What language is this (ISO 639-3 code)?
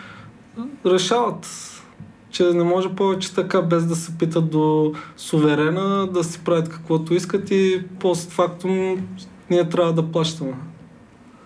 bul